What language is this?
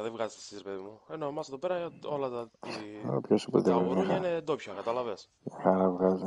Greek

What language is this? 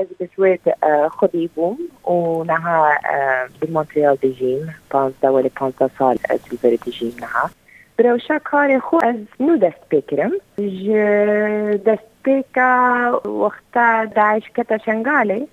Kurdish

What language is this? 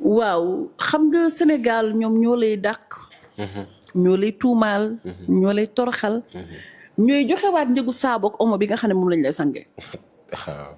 Wolof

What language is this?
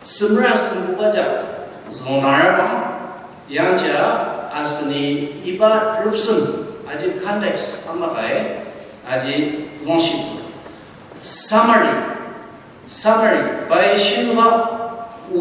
Ao Naga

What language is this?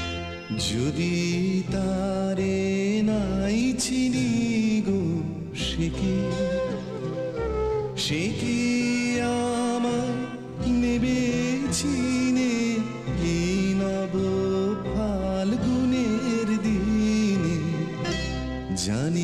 Bangla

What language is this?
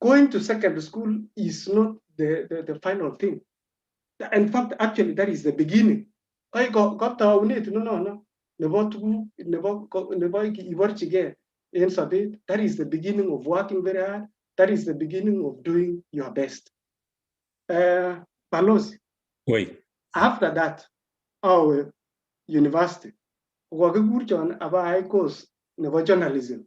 Kalenjin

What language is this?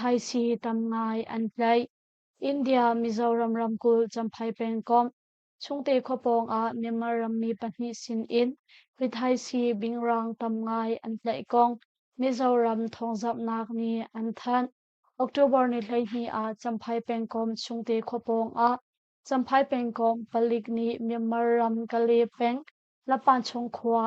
Hakha Chin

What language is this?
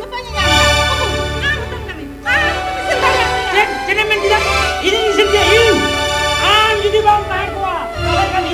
Santali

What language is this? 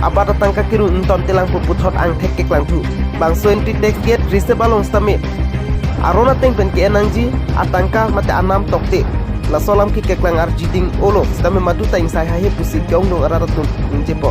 Karbi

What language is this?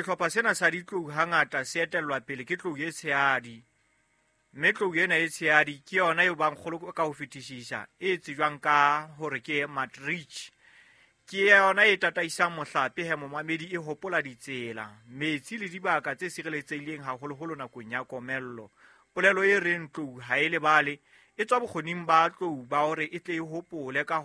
Southern Sotho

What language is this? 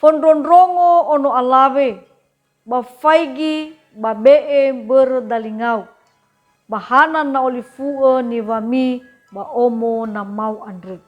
Nias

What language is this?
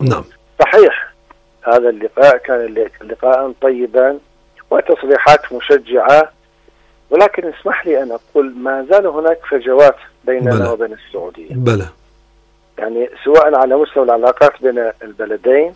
Arabic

